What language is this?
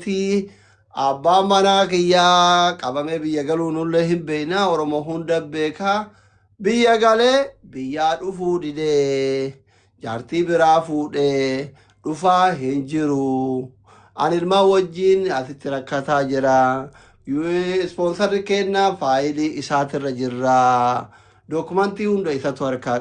Oromo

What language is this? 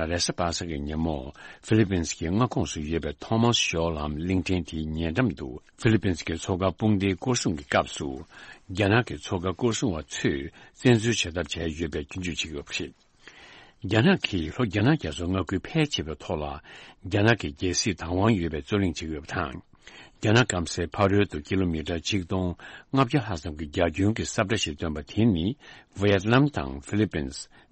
Tibetan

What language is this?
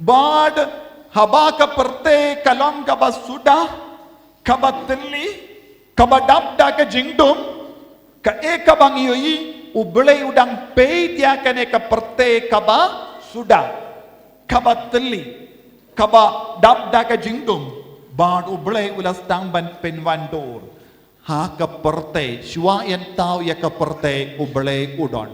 Khasi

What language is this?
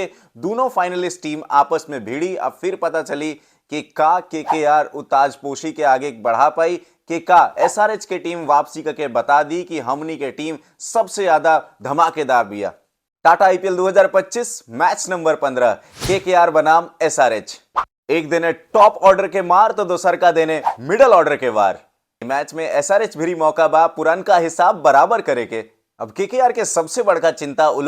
Bhojpuri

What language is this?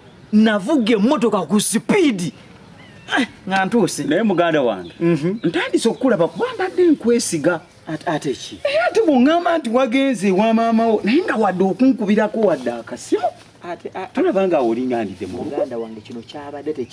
Ganda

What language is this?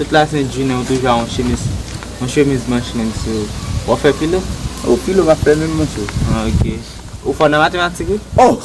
Haitian Creole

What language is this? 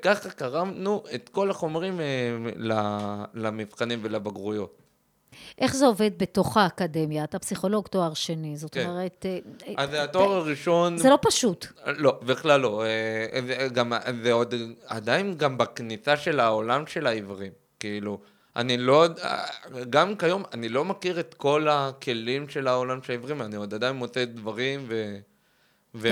Hebrew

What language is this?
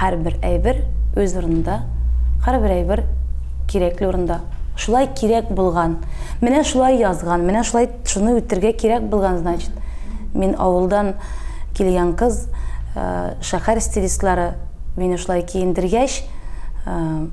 Tatar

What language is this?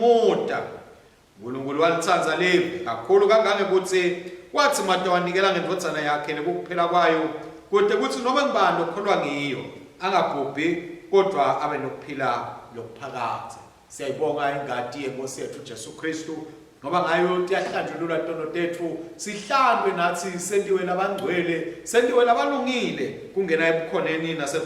Swati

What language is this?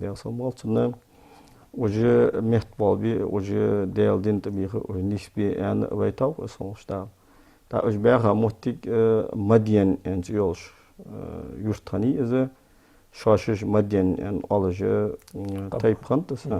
Ingush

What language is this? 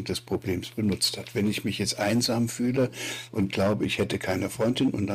German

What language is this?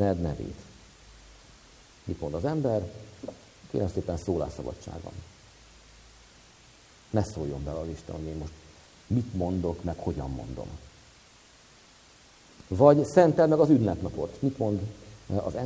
Hungarian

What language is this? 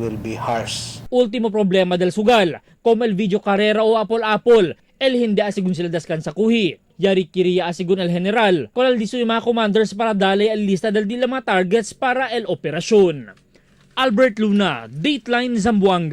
Chavacano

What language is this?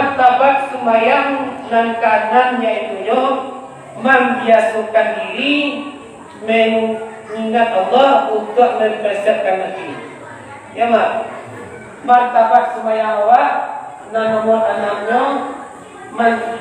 Minangkabau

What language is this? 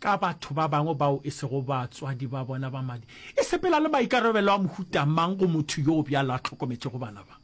Northern Sotho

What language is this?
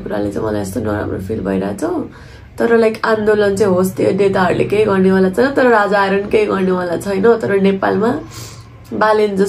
Nepali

